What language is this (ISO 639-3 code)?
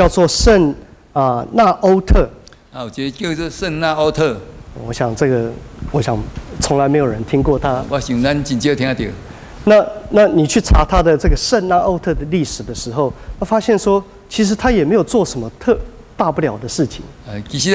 nan